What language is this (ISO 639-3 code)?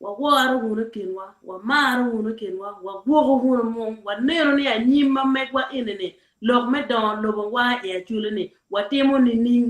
ach